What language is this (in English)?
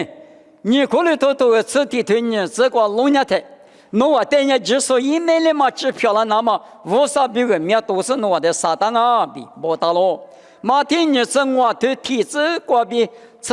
Lisu